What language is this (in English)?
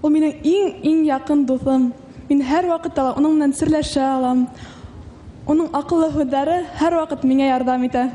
Bashkir